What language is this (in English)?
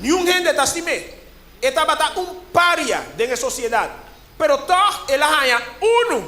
Papiamento